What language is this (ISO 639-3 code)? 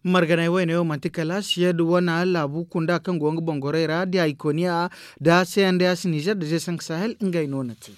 dje